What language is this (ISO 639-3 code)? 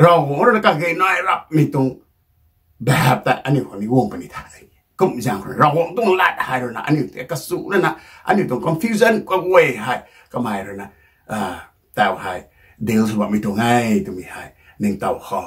nbu